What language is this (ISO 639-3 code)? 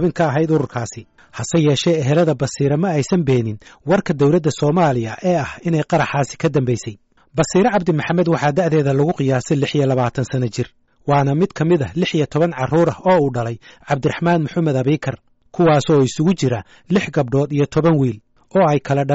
som